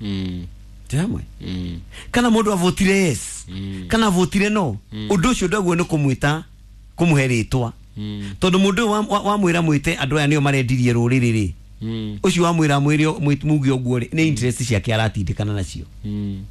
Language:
Kikuyu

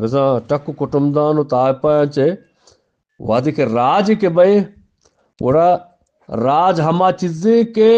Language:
Eastern Balochi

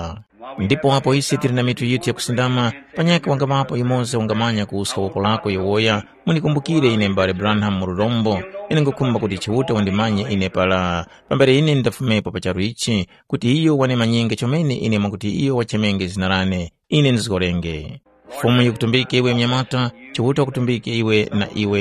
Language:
Tumbuka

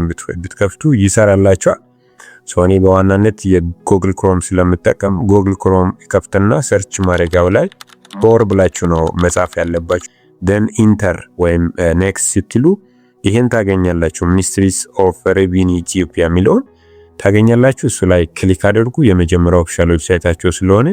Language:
Amharic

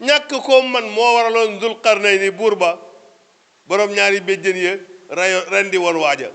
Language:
Wolof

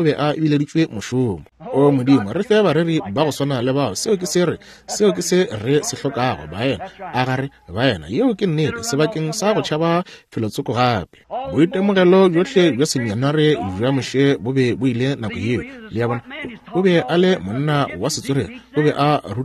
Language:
Northern Sotho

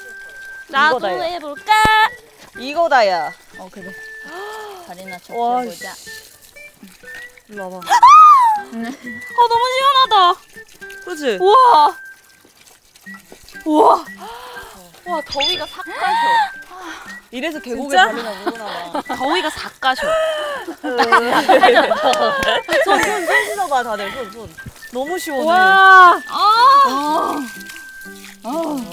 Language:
Korean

